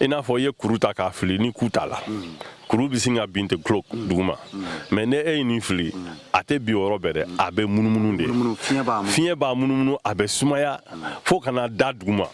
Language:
Bambara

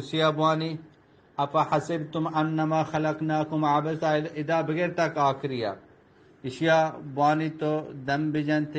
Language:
Eastern Balochi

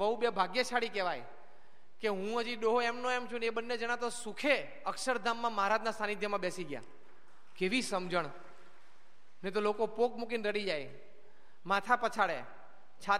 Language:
Gujarati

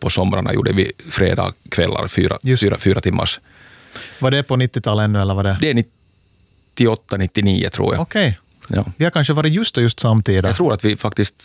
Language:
Swedish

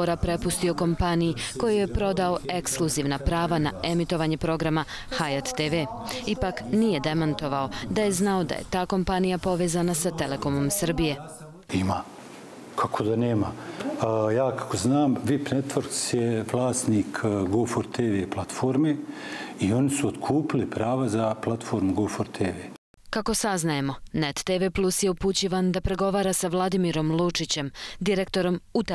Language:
Bosnian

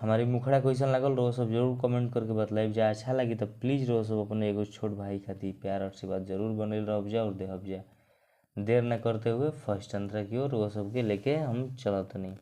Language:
Bhojpuri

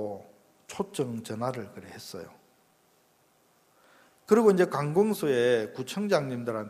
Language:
Korean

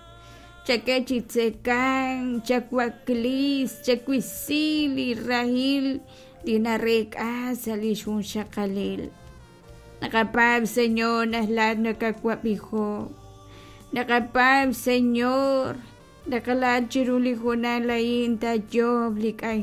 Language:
Kekchí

